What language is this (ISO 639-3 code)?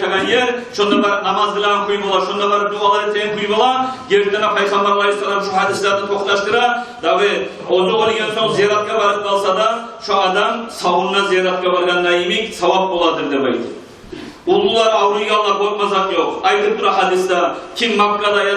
kum